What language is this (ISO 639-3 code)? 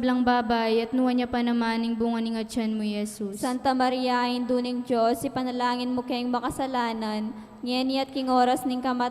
pam